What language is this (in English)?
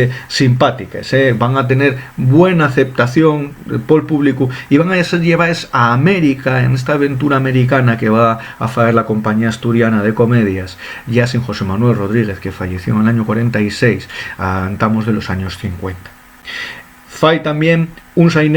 Asturian